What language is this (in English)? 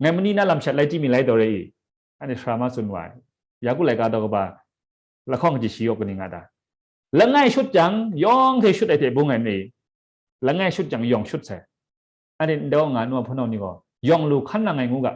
Kachin